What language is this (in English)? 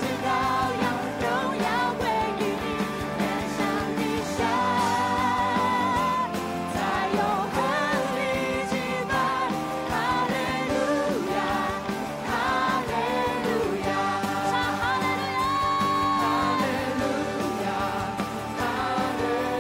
Chinese